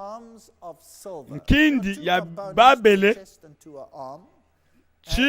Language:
Luba-Lulua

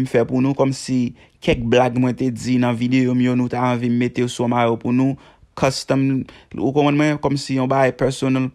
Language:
Haitian Creole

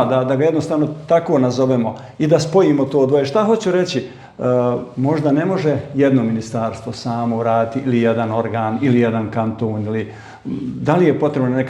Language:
Bosnian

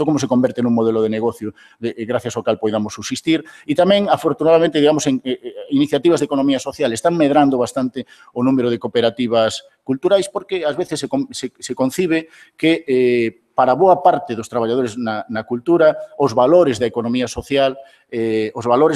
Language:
Galician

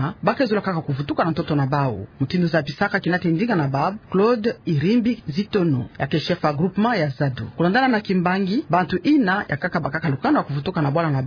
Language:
Kituba (Democratic Republic of Congo)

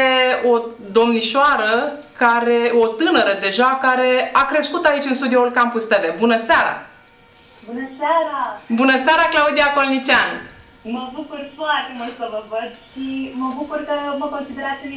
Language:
Romanian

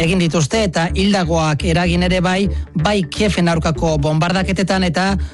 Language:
Basque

